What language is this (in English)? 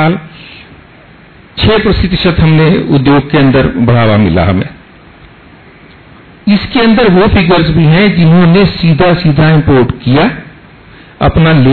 Hindi